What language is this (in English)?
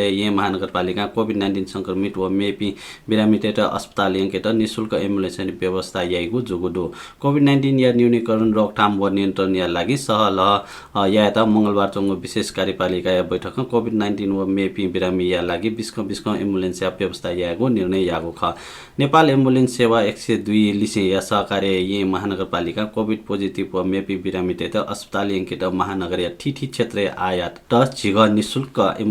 Newari